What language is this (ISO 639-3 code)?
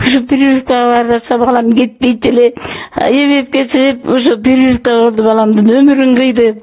kir